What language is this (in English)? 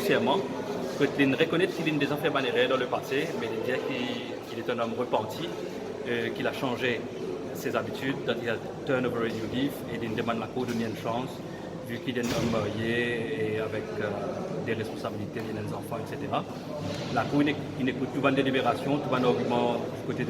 Morisyen